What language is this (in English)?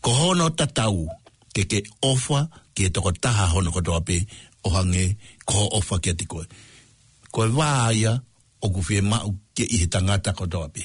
Tongan